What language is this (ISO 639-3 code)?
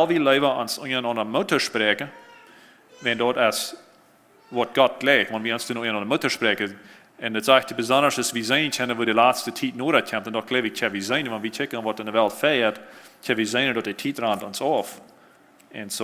pdt